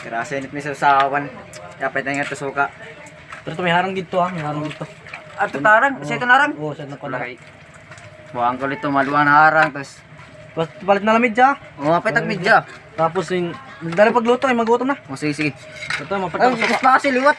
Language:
Waray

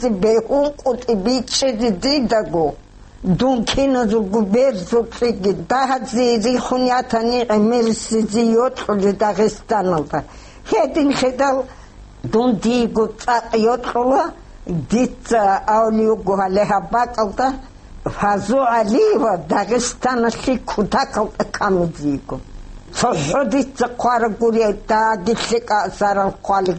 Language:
Avaric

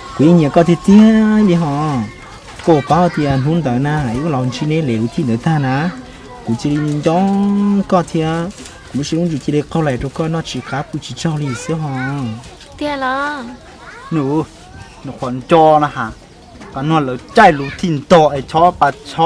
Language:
Hmong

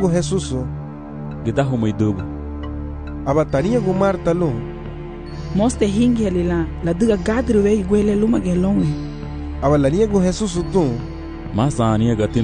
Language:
Garifuna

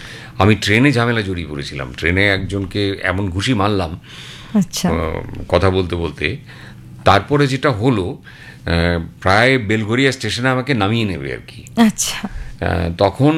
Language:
Bangla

